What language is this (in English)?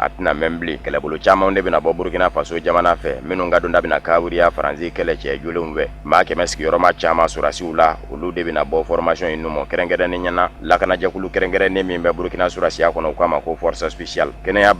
Bambara